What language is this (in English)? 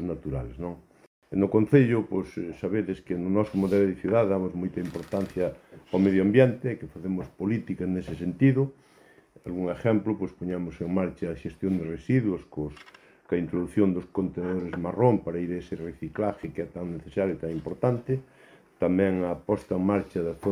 Galician